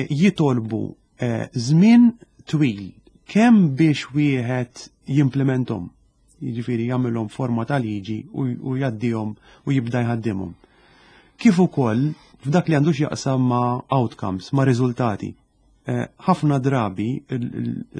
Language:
Maltese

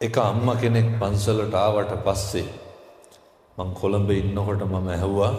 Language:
Sinhala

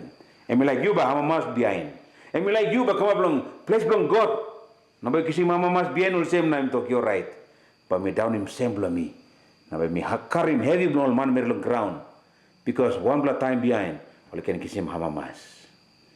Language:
Tok Pisin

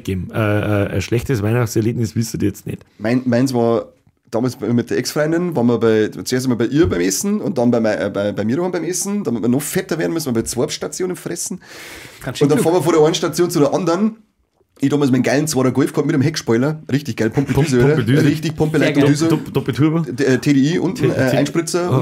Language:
Bavarian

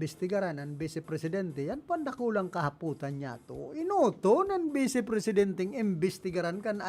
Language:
Bikol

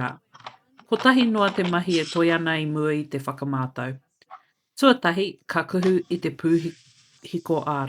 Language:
Māori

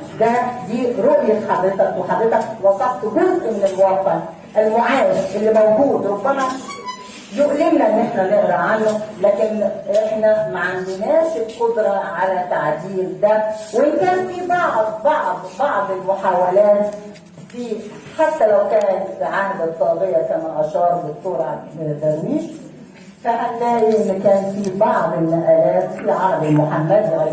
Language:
Egyptian Arabic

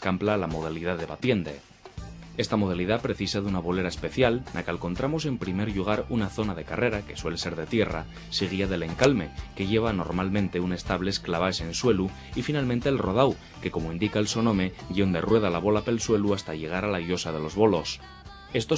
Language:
Asturian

